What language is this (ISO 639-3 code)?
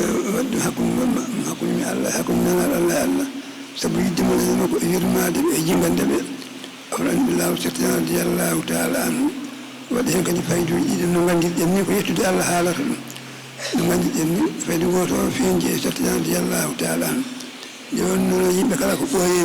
ful